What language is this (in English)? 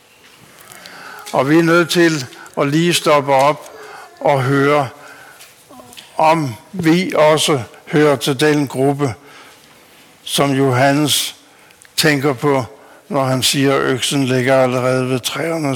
Danish